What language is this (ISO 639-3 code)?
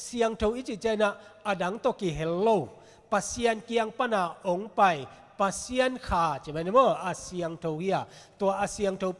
ctd